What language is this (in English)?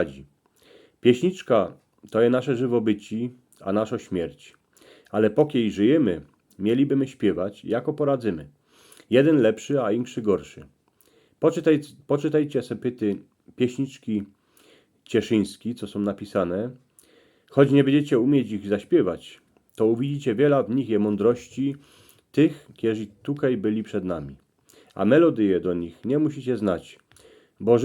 Silesian